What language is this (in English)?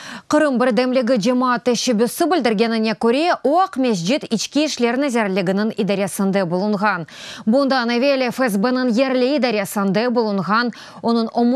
Crimean Tatar